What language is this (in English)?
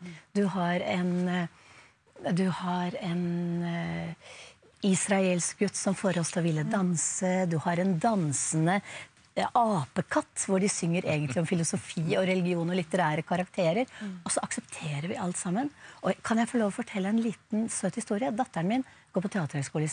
Norwegian